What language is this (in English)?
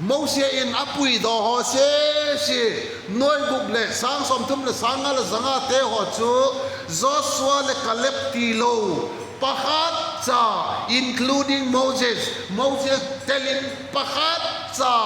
Vaiphei